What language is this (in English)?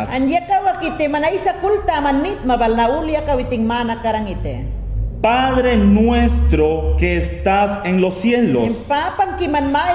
Mayangna